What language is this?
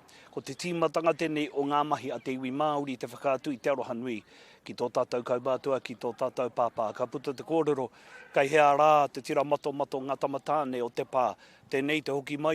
Māori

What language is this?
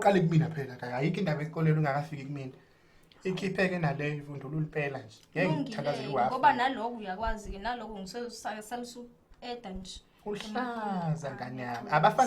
Zulu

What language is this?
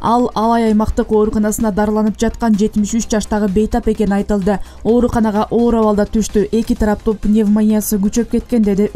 Kyrgyz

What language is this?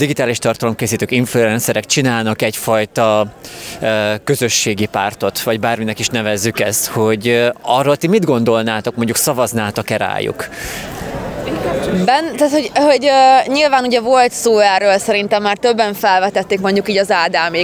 Hungarian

